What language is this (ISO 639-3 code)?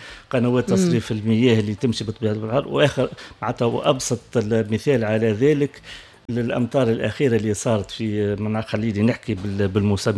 aeb